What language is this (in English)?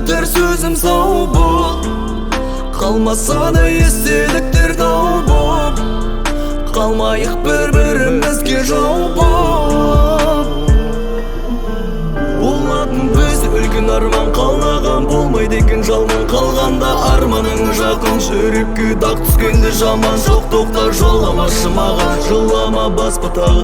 Kazakh